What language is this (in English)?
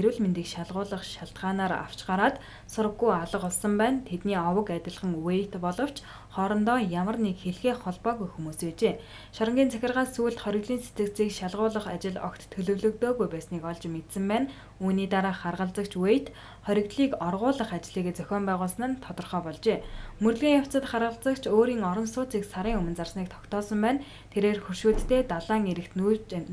Mongolian